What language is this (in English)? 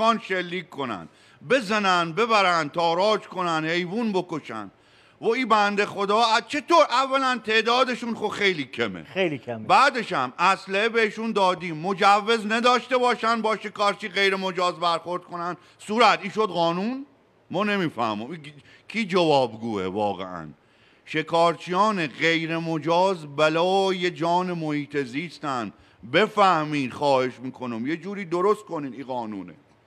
Persian